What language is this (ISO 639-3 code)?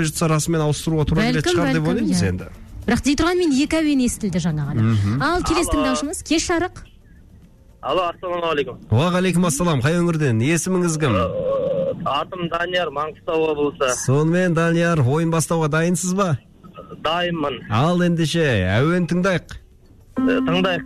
kaz